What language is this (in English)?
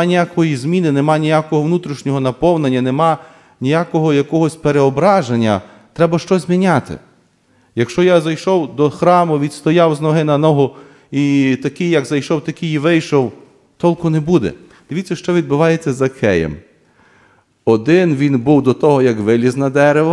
Ukrainian